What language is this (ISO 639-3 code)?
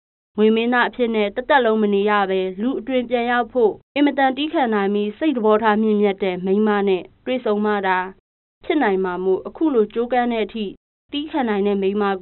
mya